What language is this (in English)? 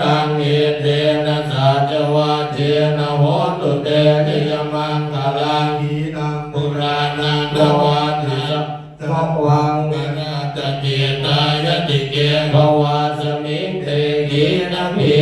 Pali